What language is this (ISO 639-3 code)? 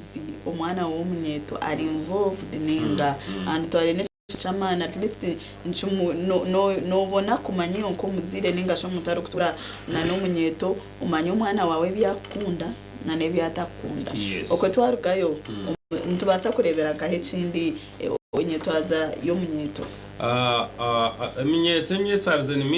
nyn